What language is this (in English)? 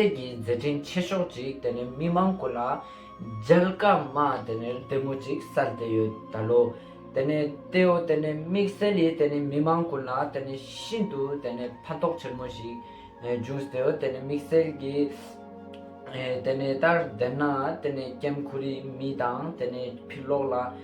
Ladakhi